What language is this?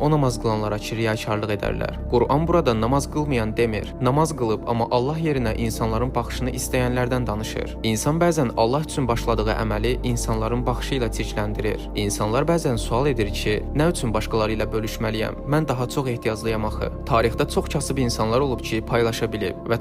Azerbaijani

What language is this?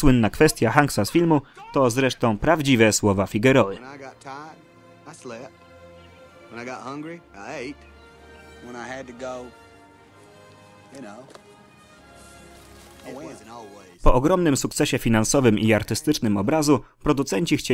Polish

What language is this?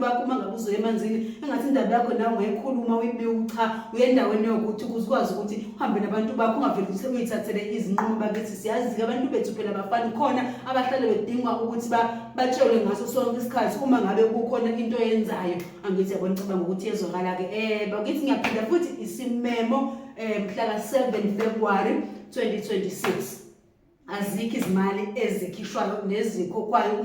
Zulu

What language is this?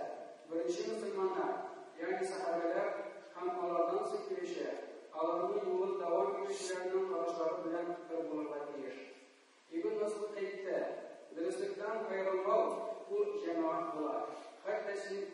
Tatar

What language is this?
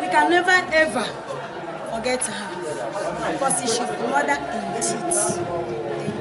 Igbo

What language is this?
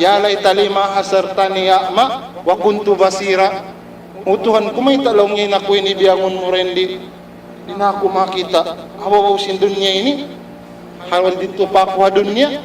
Tausug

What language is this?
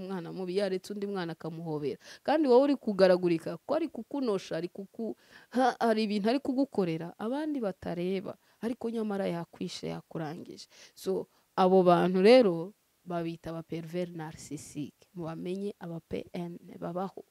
Kinyarwanda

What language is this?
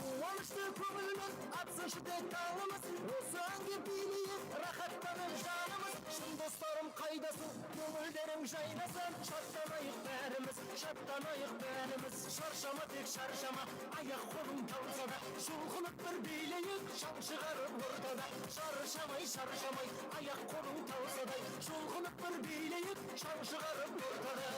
Kara-Kalpak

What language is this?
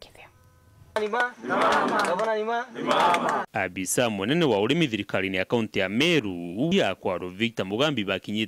Meru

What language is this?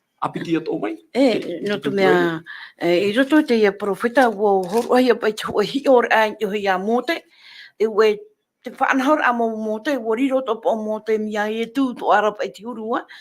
Tahitian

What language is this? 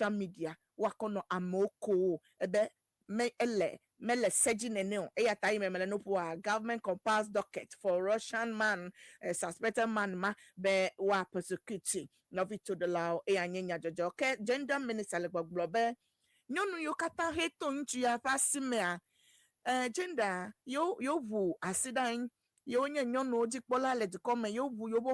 Ewe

